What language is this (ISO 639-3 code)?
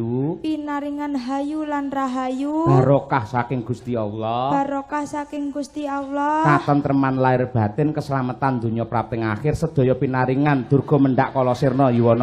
jav